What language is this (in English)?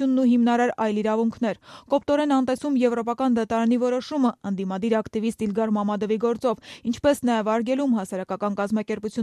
Armenian